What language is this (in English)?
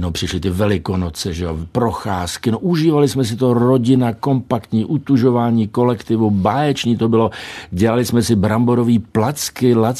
Czech